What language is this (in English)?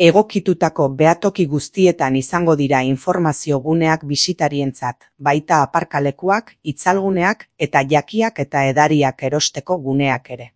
Basque